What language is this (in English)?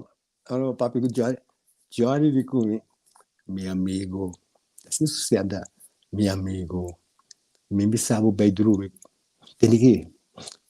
Papiamento